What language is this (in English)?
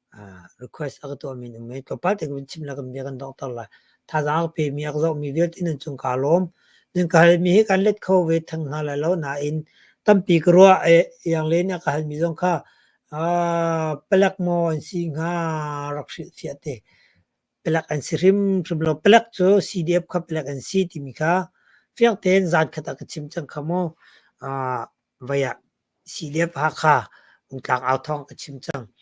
Hakha Chin